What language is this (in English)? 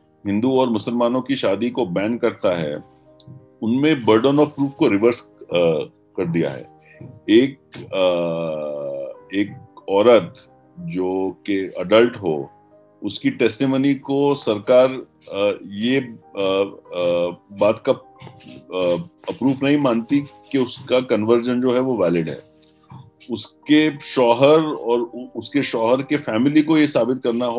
Hindi